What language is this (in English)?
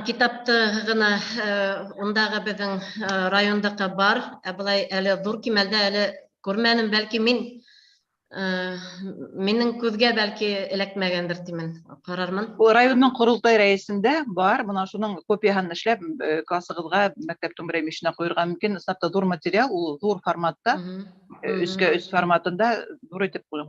Bashkir